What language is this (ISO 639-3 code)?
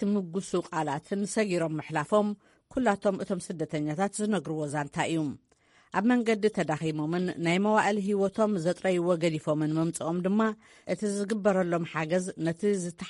tir